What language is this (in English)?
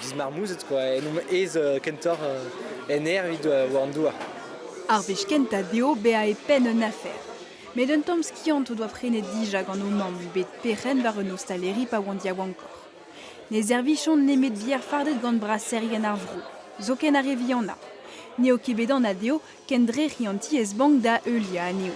Breton